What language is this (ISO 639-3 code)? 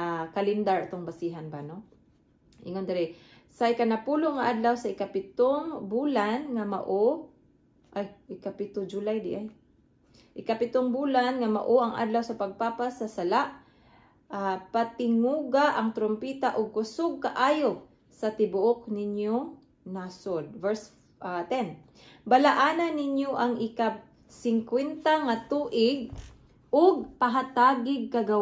ceb